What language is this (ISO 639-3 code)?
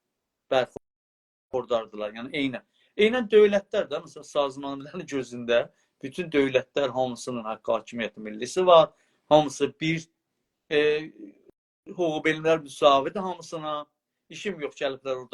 azb